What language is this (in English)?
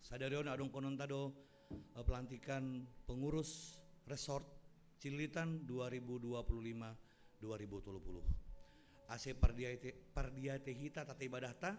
Batak Simalungun